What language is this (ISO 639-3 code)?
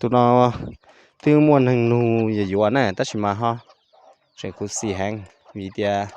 hmn